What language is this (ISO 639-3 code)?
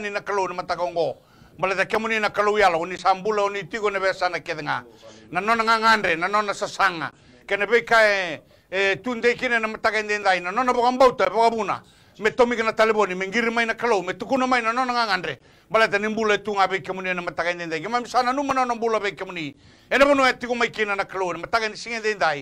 fij